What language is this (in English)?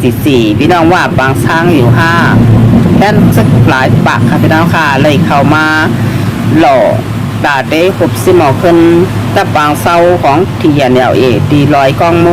Shan